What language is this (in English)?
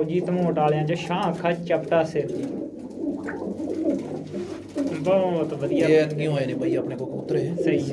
Punjabi